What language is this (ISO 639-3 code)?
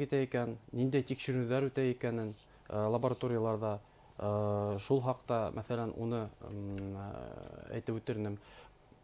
bak